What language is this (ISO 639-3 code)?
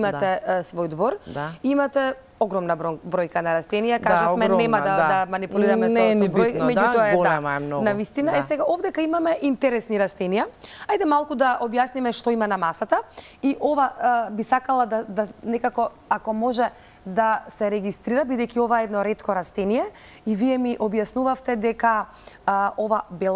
mkd